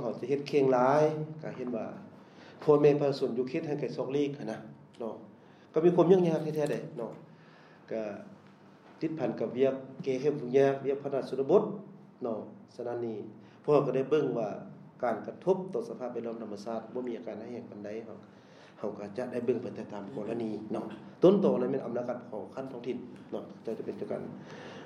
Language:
Lao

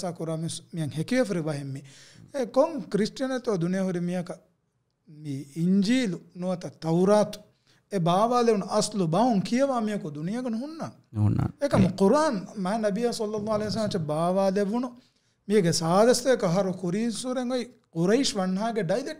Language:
Divehi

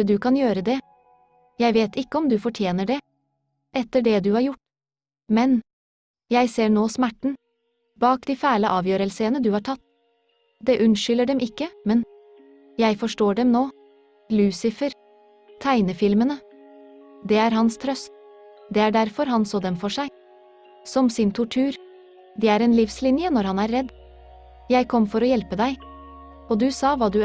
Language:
Norwegian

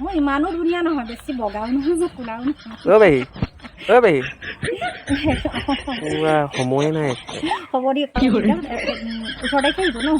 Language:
Assamese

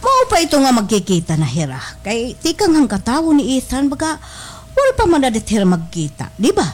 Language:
Waray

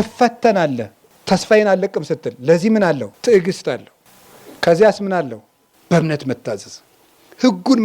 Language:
Amharic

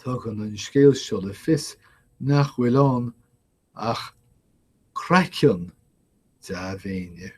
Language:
Irish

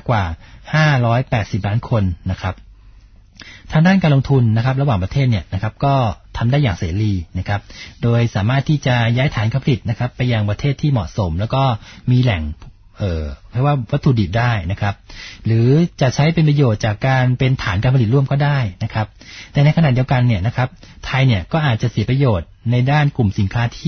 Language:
Thai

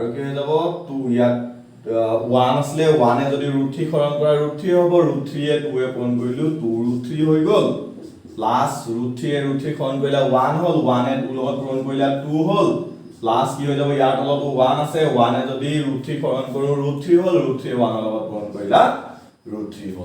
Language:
Assamese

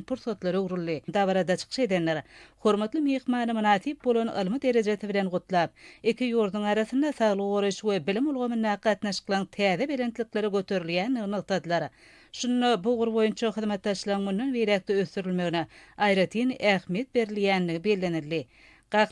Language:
Turkmen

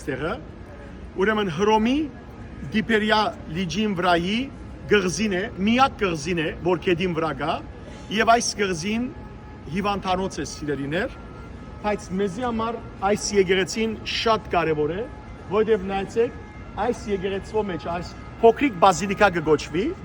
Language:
Western Armenian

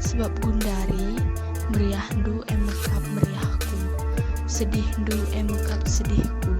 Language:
Batak Karo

